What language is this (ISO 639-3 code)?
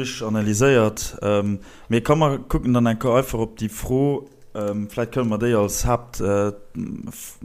ltz